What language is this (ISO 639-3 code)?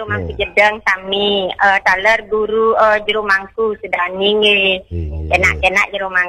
ban